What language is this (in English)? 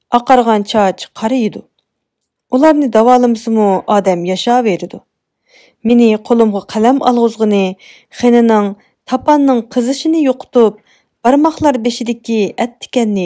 Uyghur